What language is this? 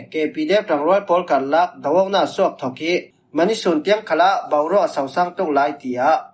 Falam Chin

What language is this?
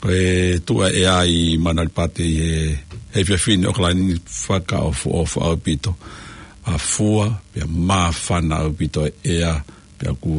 Tongan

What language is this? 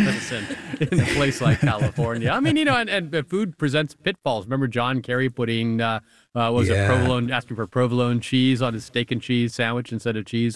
English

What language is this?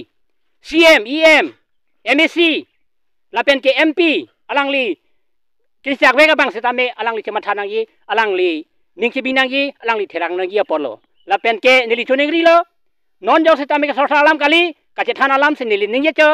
Karbi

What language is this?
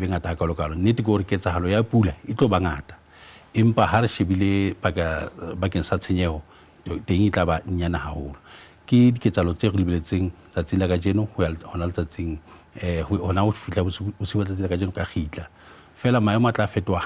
Southern Sotho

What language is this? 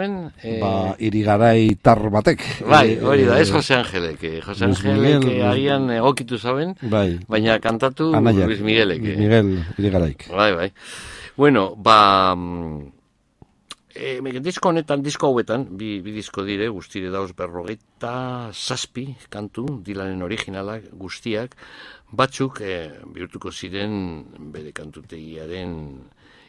Basque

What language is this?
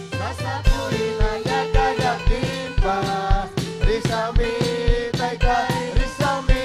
Ayacucho Quechua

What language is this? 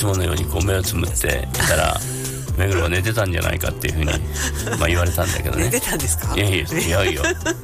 Japanese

